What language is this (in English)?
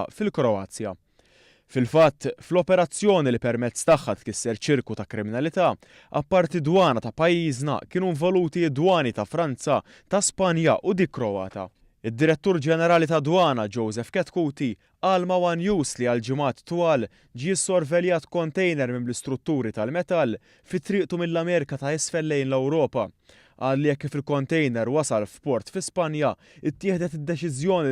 Maltese